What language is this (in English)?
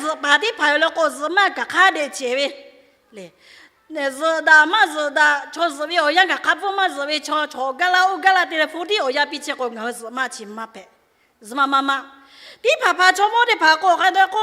Lahu